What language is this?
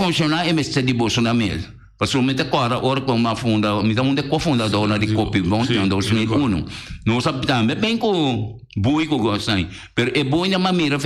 Papiamento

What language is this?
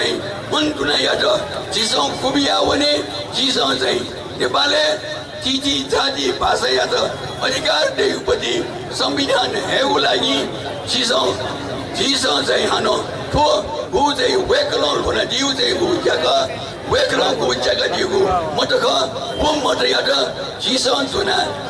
Newari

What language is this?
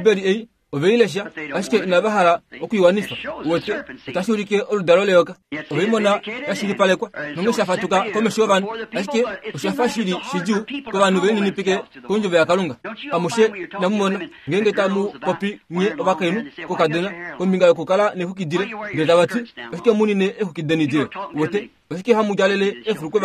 Kuanyama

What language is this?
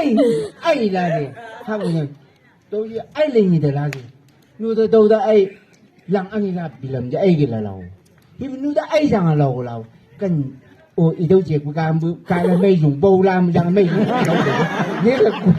Chang Naga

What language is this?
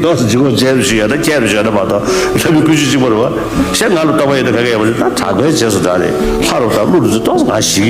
Tibetan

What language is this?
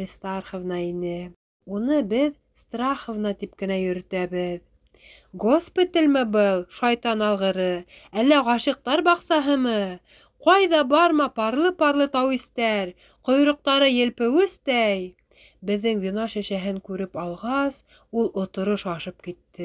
Bashkir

